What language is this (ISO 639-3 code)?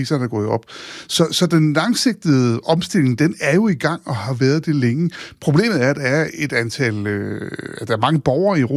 dan